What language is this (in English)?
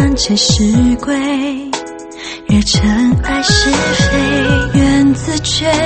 Chinese